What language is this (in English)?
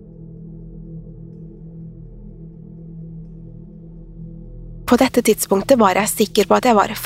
Norwegian